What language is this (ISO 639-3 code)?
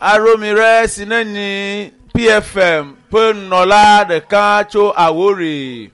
ewe